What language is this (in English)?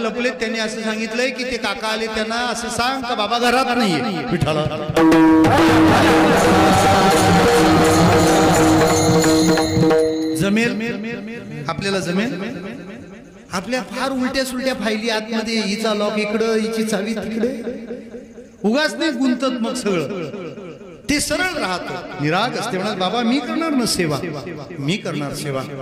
Marathi